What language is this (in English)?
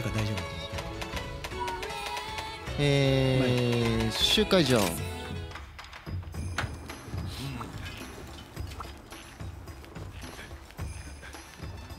Japanese